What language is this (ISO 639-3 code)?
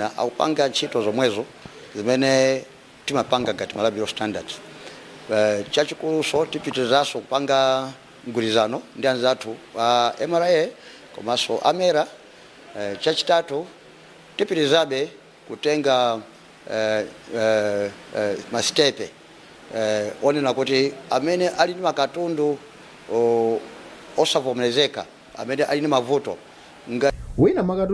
nya